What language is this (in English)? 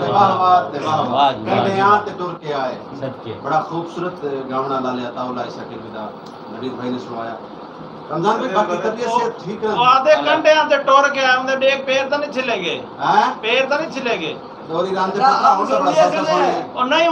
Saraiki